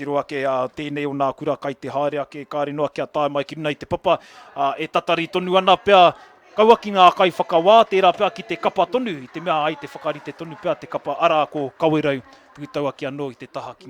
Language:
Māori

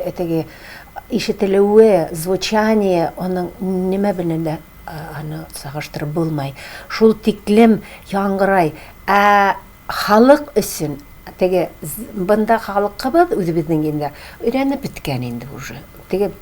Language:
Tatar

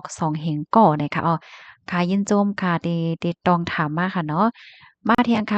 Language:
Shan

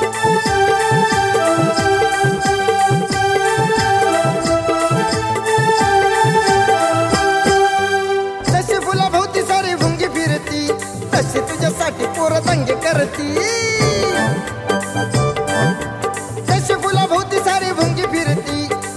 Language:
Marathi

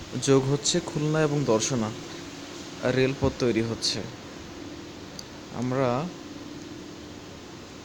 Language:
Bangla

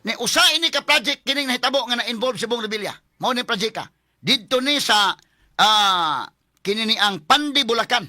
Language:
Cebuano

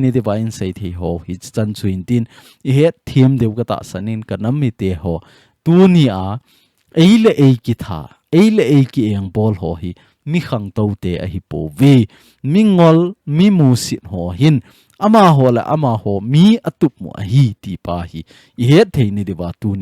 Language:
Thado Chin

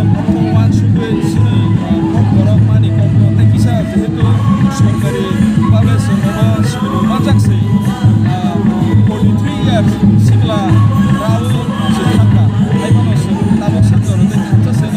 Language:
Kok Borok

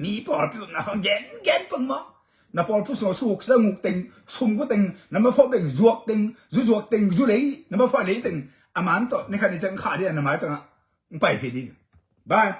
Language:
Tedim Chin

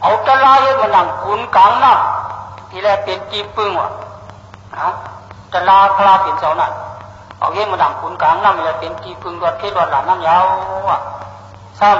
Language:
Shan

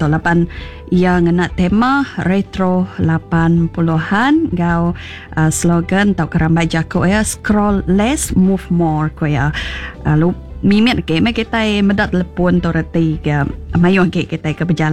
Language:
Iban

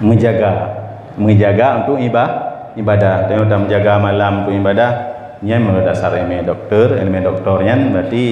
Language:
Achinese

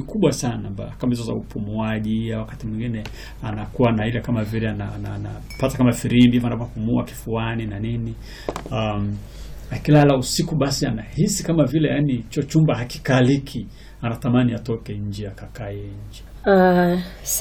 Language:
Swahili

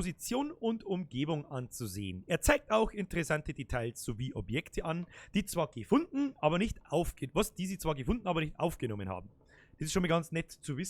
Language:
Bavarian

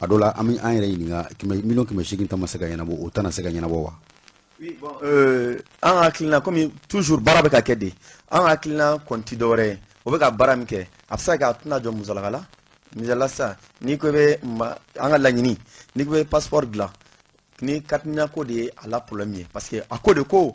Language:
Bambara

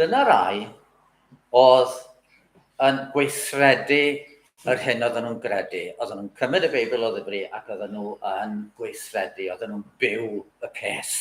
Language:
Welsh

